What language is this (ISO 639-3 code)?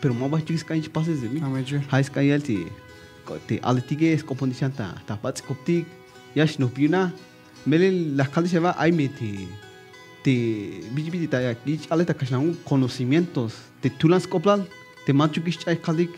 tzh